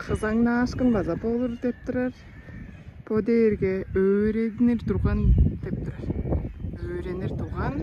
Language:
Tuvinian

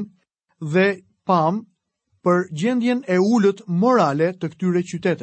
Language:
Albanian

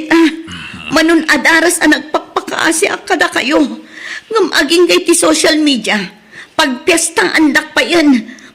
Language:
Iloko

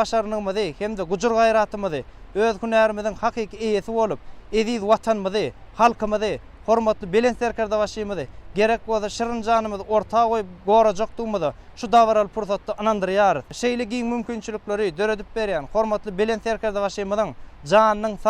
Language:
Turkmen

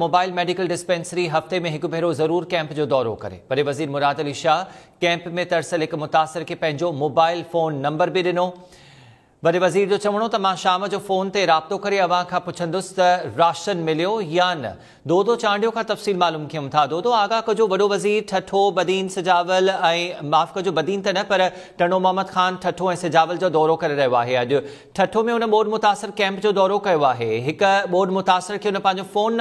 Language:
Sindhi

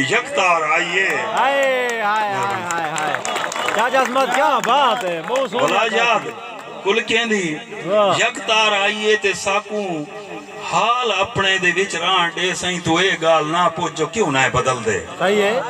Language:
Saraiki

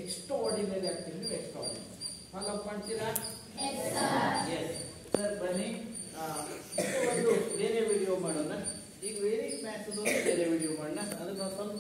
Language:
Kannada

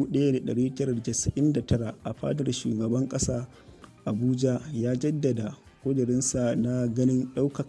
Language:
Hausa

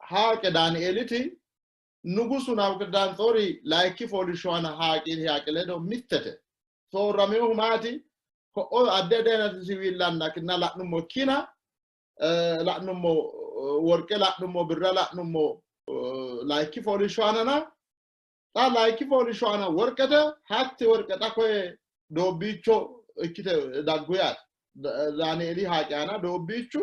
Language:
Sidamo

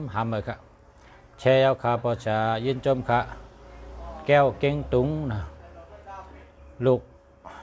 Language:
Shan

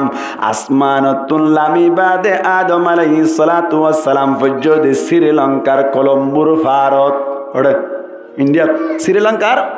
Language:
Rohingya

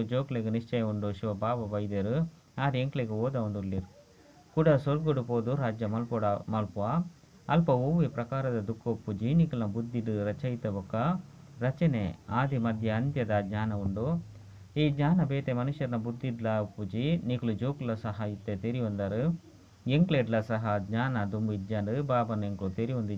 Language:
Tulu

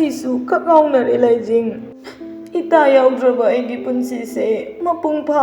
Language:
Manipuri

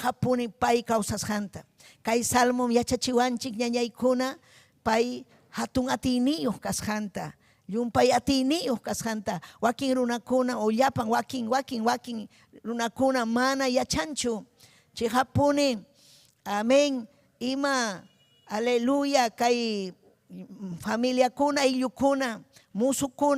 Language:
Ayacucho Quechua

